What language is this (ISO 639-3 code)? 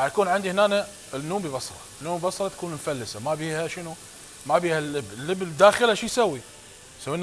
acm